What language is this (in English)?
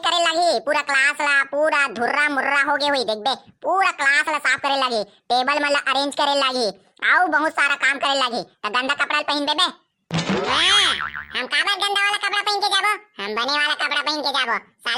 Chhattisgarhi